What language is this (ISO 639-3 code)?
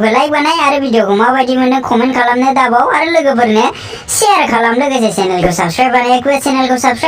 brx